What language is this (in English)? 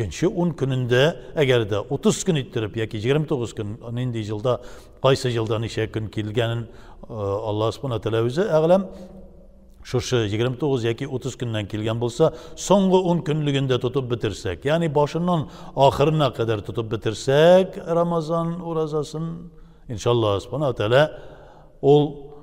Tatar